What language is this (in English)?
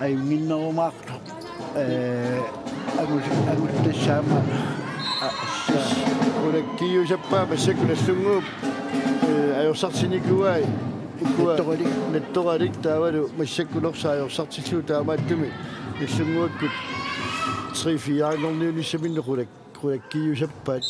Kalaallisut